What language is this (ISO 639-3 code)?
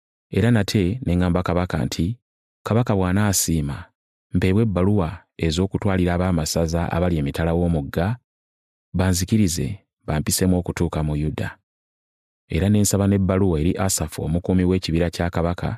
lug